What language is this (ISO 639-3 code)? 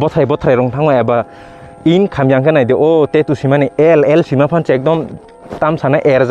trp